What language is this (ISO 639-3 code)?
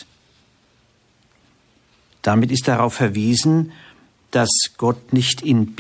deu